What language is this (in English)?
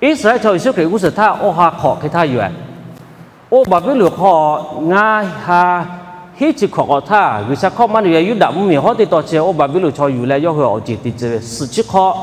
Lahu